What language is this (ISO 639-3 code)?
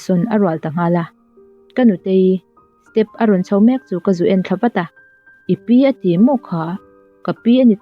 lus